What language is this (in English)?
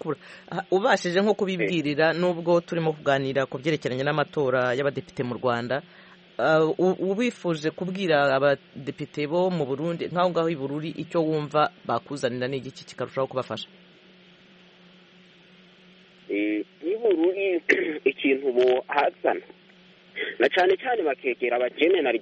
Kinyarwanda